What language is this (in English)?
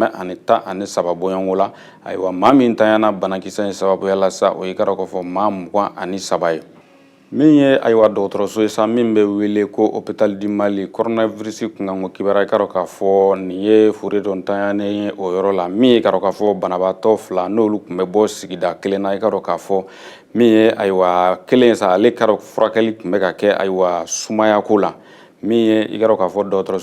Bambara